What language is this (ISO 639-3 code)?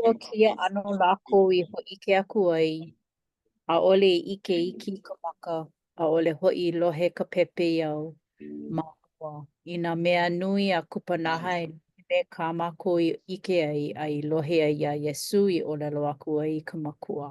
haw